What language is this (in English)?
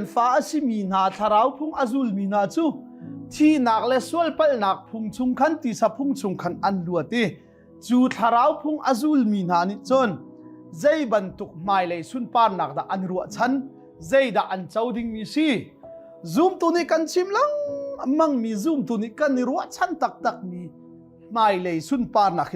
Hakha Chin